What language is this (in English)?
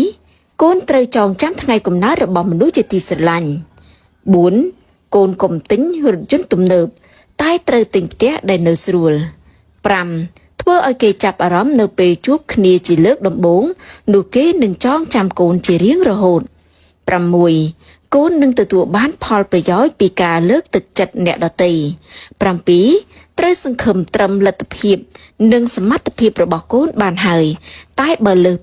Khmer